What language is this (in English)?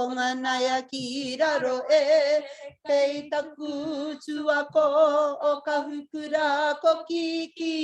Māori